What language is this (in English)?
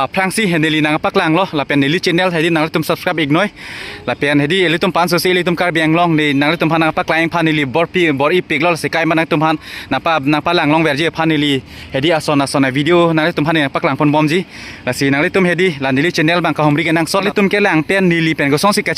Karbi